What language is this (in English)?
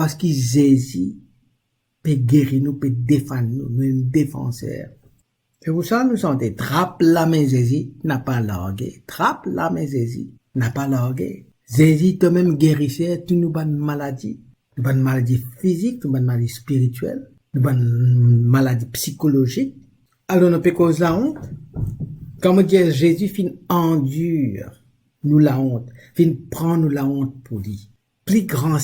Morisyen